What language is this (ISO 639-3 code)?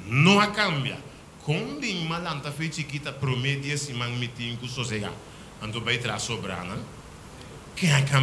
pap